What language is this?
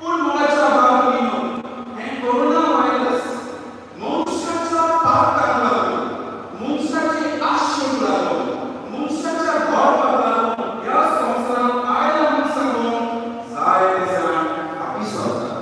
Konkani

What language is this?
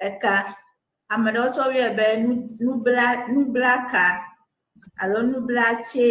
Ewe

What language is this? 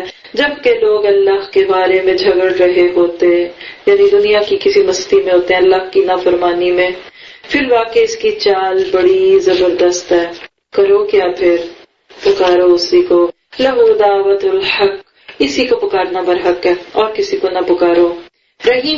Urdu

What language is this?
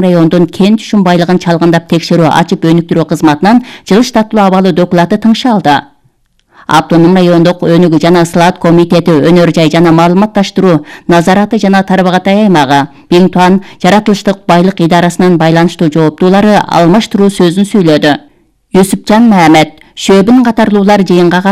Kyrgyz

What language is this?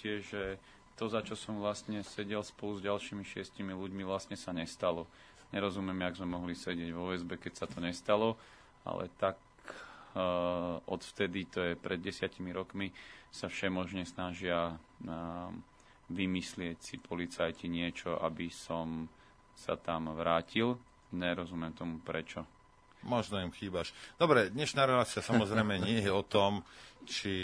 Slovak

